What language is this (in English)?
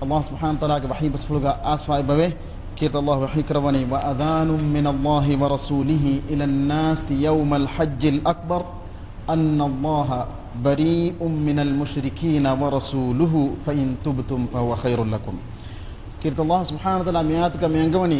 Divehi